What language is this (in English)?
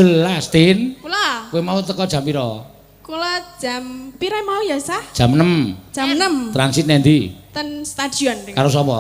Javanese